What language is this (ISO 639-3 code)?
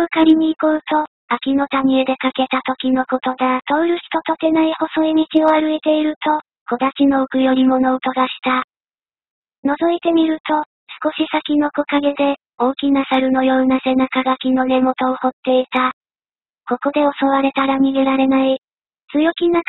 jpn